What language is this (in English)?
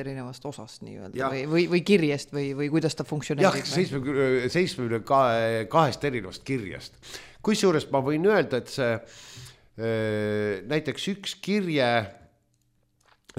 Estonian